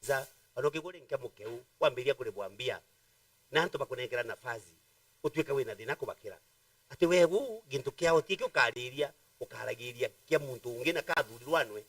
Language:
Meru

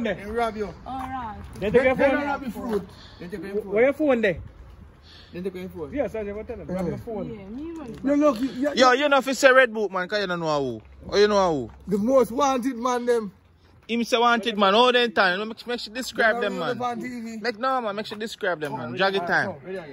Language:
Jamaican Creole English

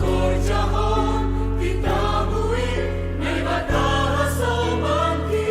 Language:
Batak Simalungun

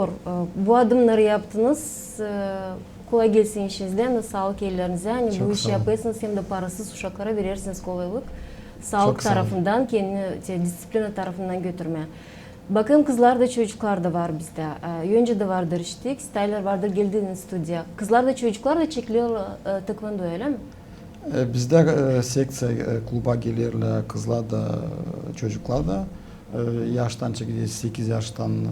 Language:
Gagauz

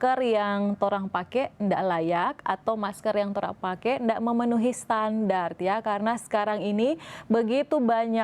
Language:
Manado Malay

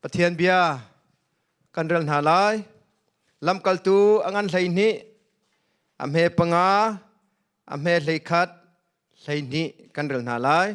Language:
Hakha Chin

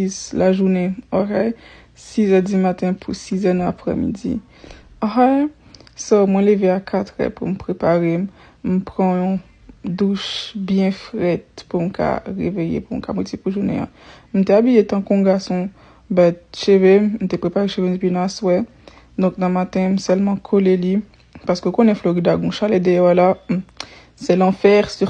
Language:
Haitian Creole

